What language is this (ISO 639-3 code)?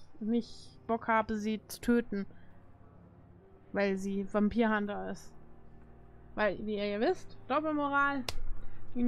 deu